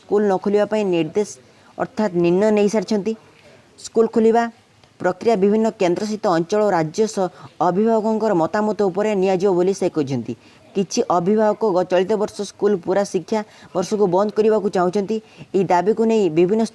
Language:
Odia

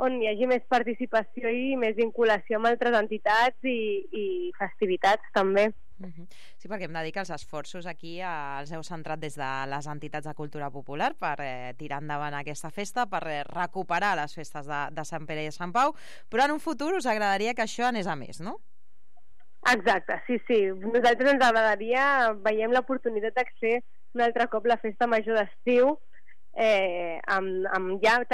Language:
Catalan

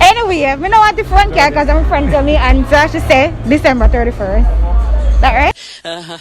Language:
Jamaican Creole English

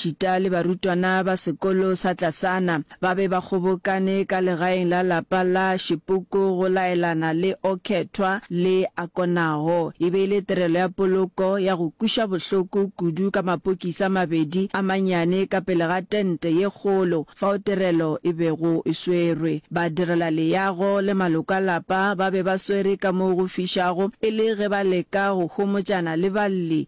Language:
Northern Sotho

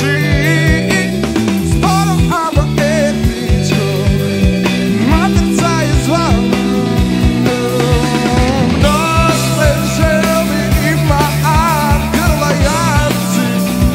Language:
Macedonian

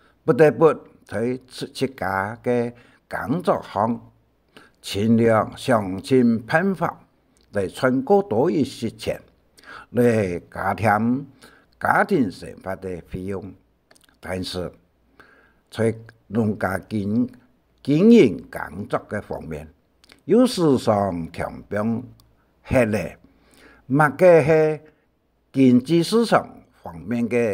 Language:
Hakka Chinese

